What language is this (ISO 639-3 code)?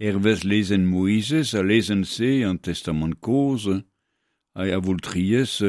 bre